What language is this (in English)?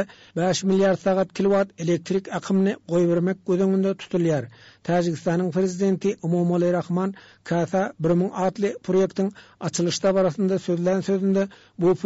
Turkmen